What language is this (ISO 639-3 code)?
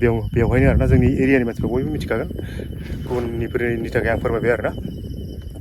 brx